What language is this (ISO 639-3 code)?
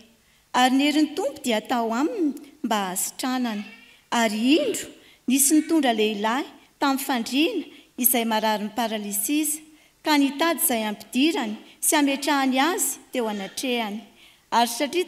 mlg